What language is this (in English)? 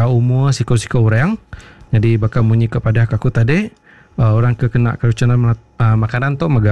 Iban